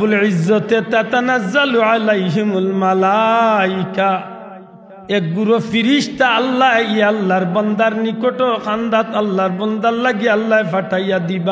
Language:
Sylheti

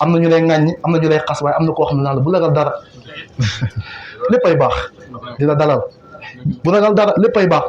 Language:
Wolof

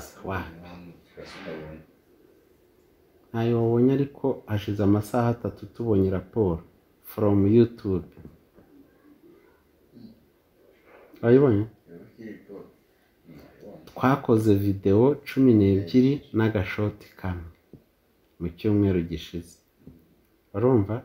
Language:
Kinyarwanda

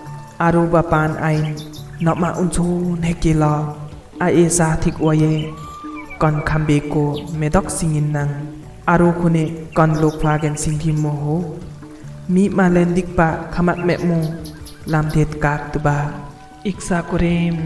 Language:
Limbu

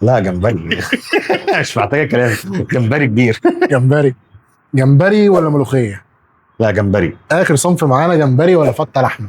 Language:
Egyptian Arabic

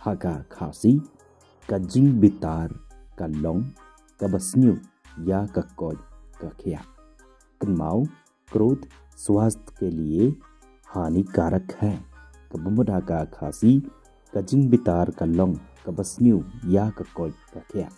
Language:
Khasi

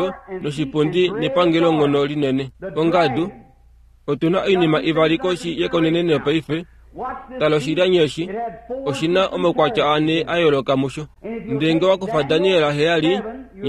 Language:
Kuanyama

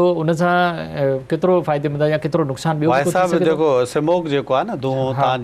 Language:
Sindhi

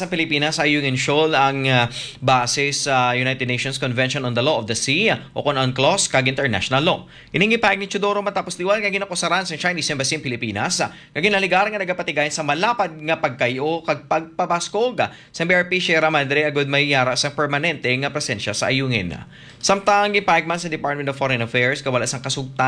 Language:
Hiligaynon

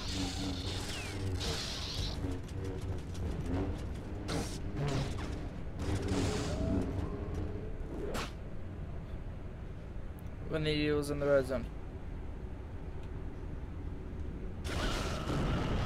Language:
English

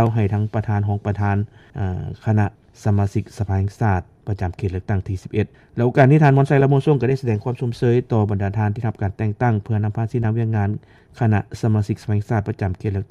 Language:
Lao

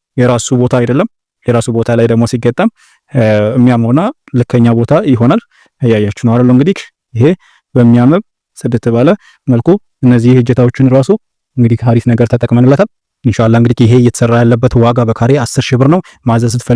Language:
Amharic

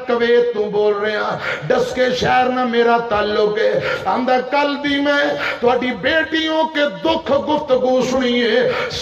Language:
Western Panjabi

